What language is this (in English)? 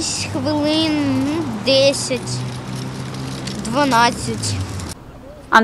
Ukrainian